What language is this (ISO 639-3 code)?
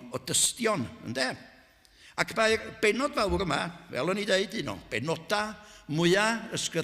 cym